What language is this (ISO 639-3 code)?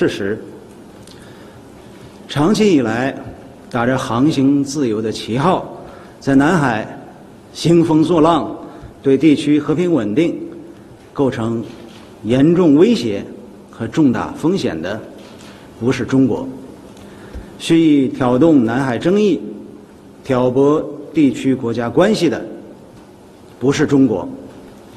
zho